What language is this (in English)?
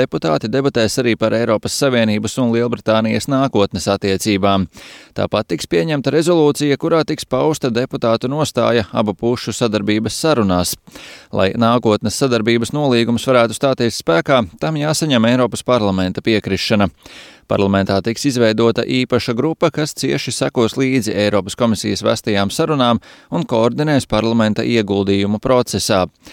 Latvian